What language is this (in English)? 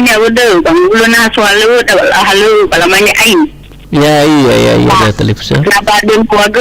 Nias